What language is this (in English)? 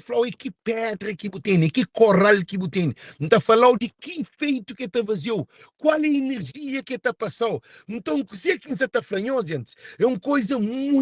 Kabuverdianu